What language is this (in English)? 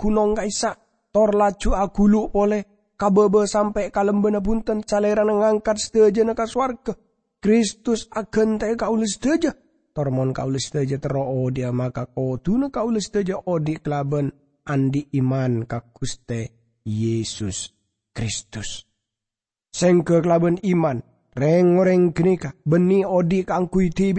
Madurese